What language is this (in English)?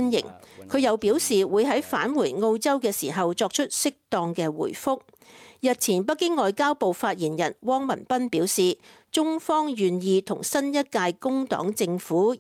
Cantonese